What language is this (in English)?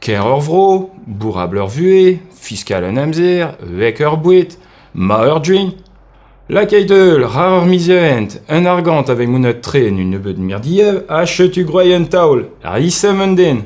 Breton